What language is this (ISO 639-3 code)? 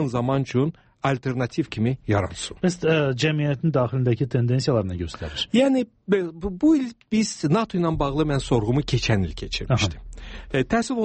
aze